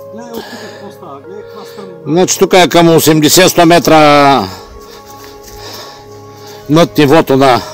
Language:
Bulgarian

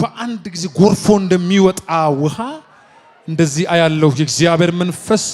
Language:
Amharic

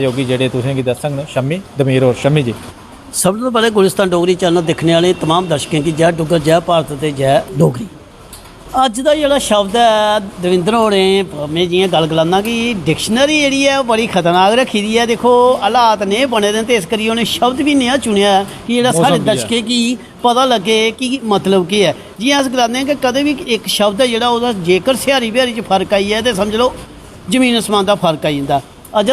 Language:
Dogri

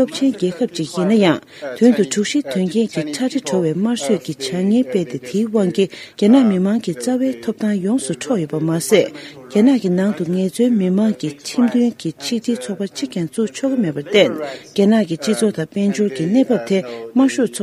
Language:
Tibetan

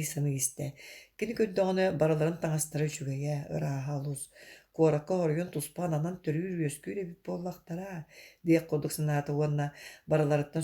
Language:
Yakut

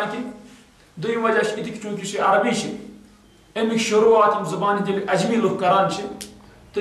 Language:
Kashmiri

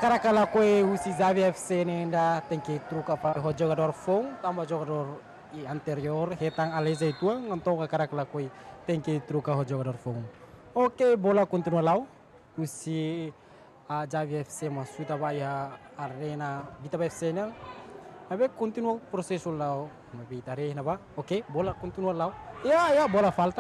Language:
Tetum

